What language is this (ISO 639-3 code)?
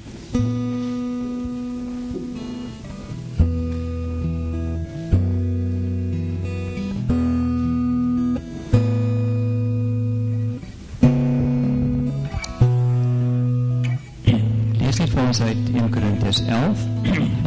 afr